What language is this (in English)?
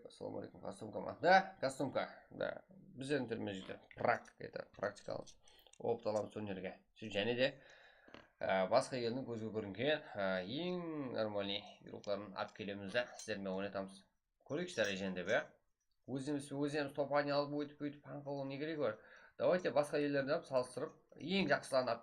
Kara-Kalpak